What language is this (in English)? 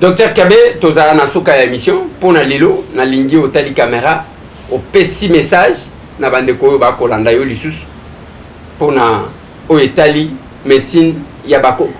Lingala